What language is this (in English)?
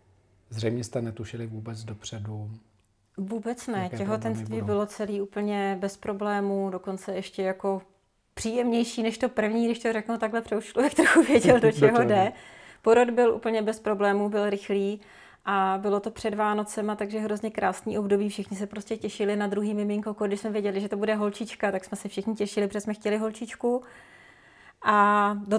Czech